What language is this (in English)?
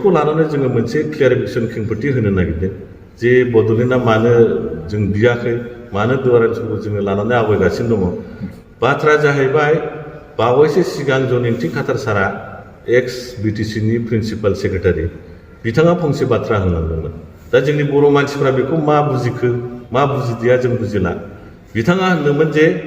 Bodo